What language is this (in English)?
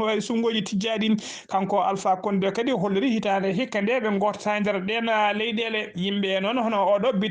Fula